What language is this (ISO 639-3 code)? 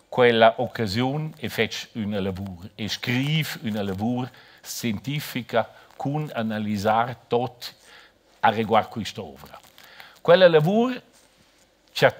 roh